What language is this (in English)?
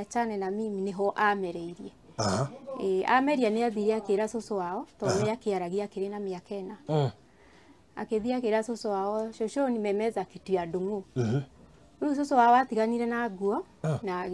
Kikuyu